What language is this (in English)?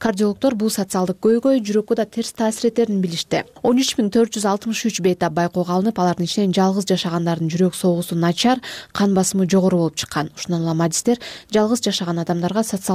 Kyrgyz